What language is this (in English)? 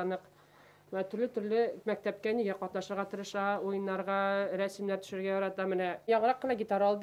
Bashkir